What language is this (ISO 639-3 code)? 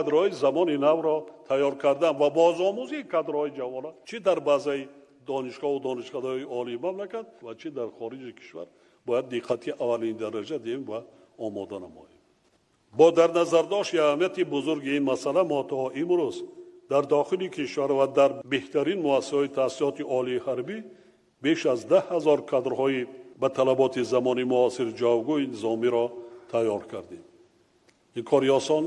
tgk